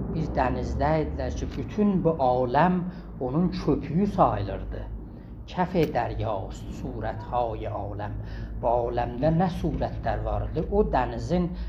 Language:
South Azerbaijani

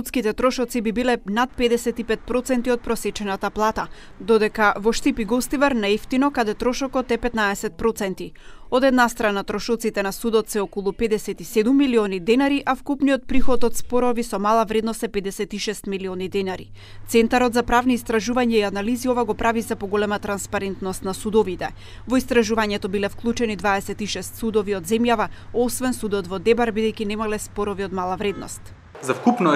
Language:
Macedonian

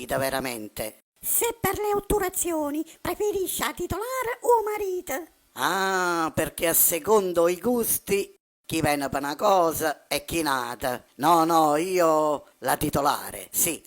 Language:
Neapolitan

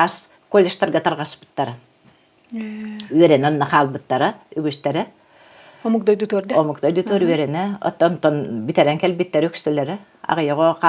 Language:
Yakut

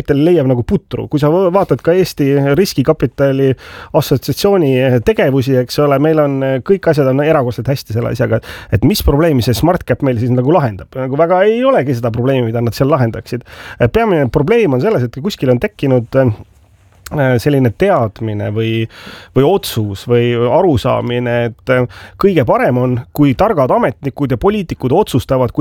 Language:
Estonian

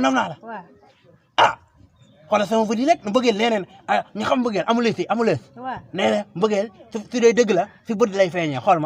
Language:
Wolof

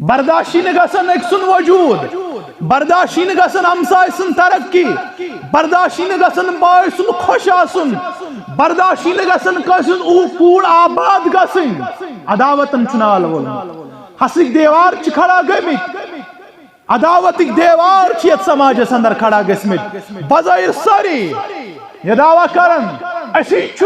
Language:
Kashmiri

